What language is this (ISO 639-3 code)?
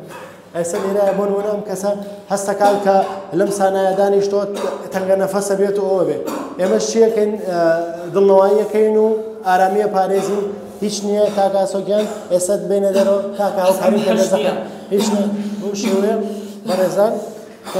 ckb